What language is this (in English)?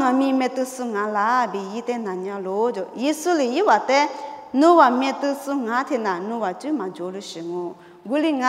Lisu